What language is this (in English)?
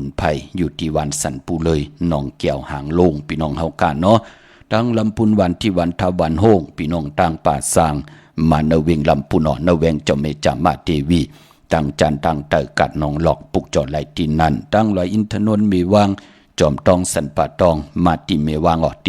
Shan